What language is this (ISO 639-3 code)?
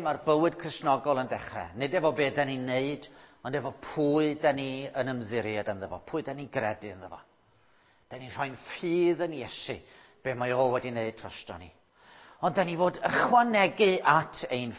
cym